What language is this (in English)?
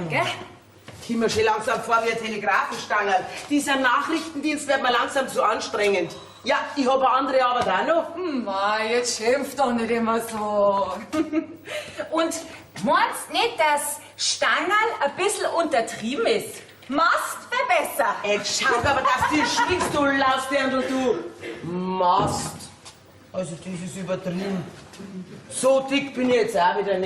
Bavarian